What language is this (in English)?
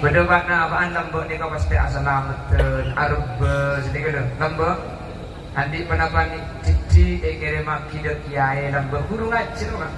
Madurese